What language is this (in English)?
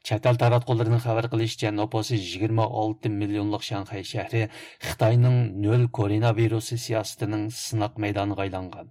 Uyghur